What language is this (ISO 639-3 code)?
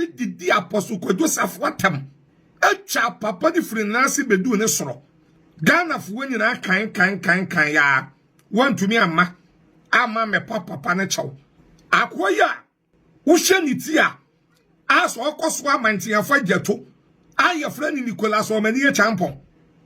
aka